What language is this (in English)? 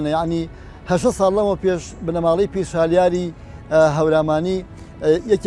Central Kurdish